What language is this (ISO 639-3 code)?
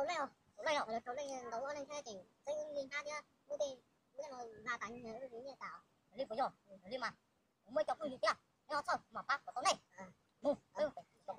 hmn